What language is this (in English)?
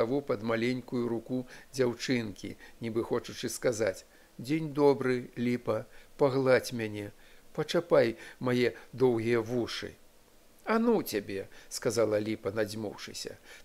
Belarusian